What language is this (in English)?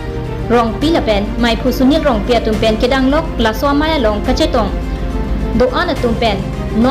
Karbi